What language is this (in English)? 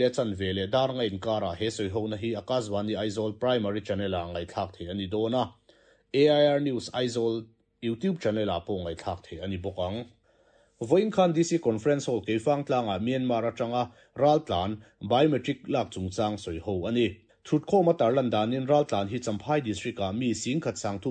Mizo